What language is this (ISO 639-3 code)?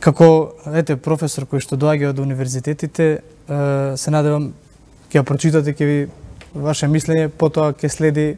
mkd